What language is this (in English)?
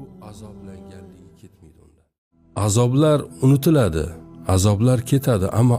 Uzbek